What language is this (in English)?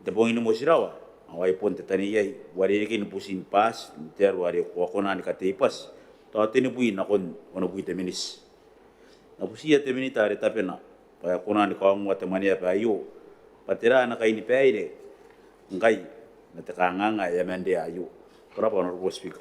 Gilbertese